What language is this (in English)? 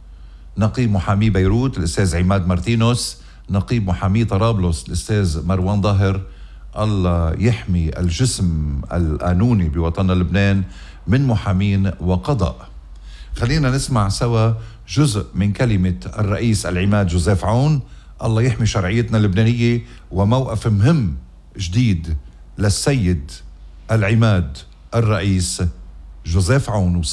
North Levantine Arabic